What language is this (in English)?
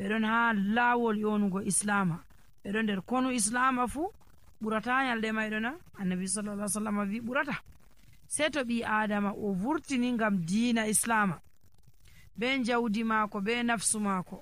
Nigerian Fulfulde